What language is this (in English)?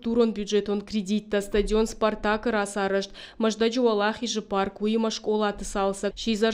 Ossetic